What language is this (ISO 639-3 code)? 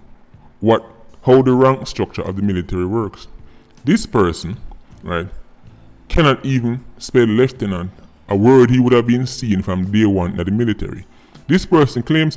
jam